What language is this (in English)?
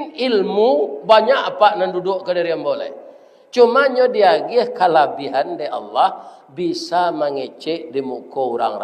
Minangkabau